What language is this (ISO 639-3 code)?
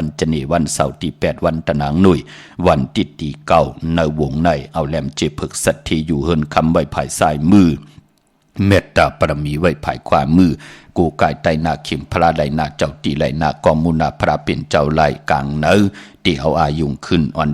shn